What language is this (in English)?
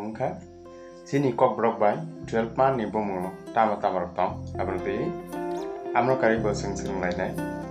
Kok Borok